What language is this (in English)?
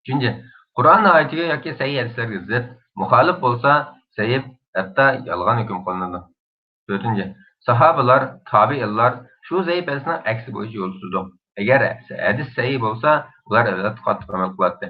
Uyghur